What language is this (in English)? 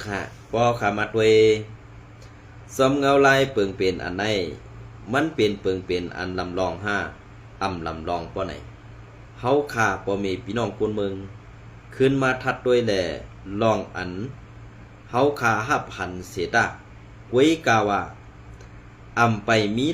Shan